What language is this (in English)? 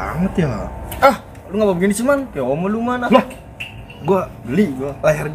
Betawi